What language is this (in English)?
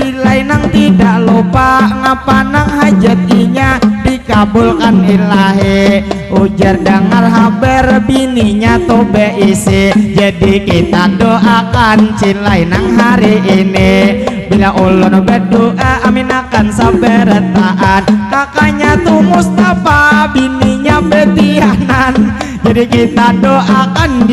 Banjar